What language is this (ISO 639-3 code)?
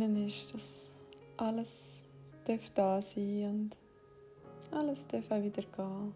gsw